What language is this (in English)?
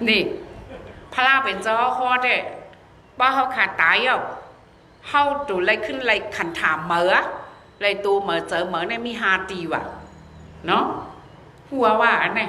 Shan